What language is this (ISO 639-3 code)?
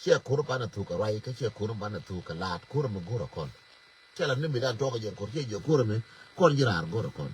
nus